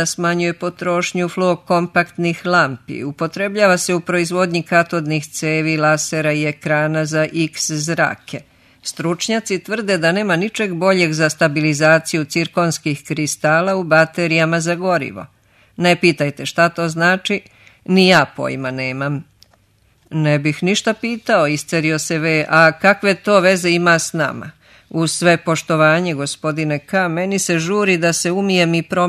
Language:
Serbian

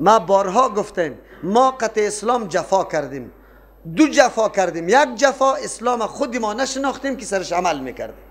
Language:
Persian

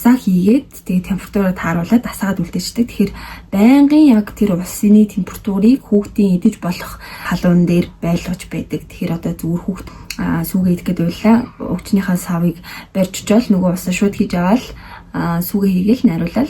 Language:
Mongolian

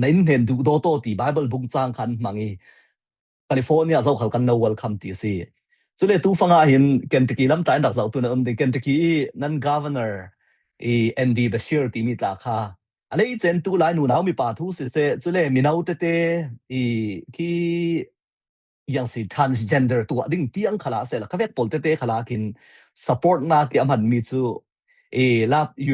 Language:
Falam Chin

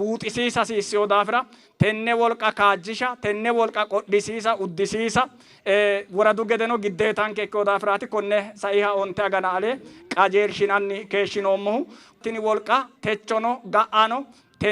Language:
Sidamo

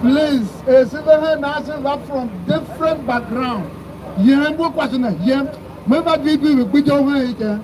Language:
Tiv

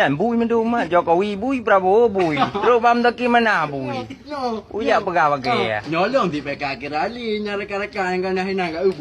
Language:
Achinese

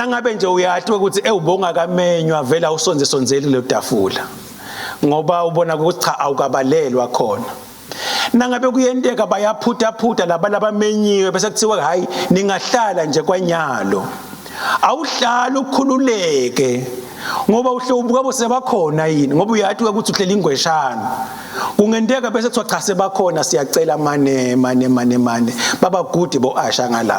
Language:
Swati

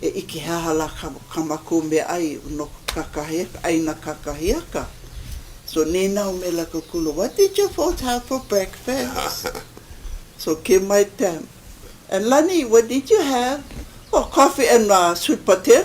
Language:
Hawaiian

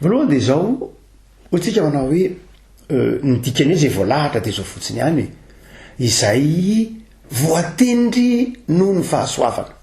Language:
Malagasy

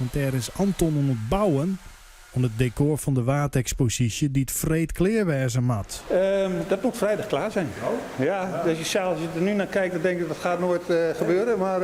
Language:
Western Frisian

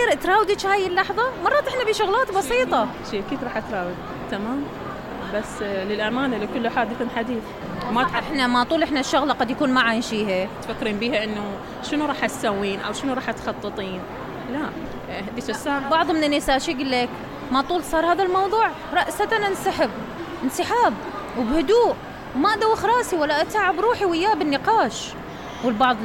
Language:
Mesopotamian Arabic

